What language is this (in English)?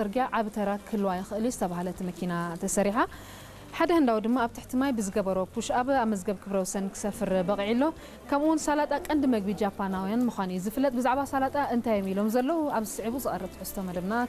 Tigrinya